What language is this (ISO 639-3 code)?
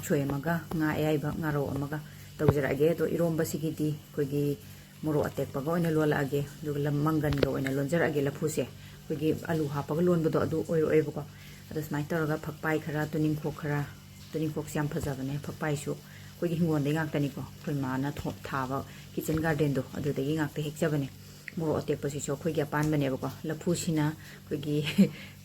mni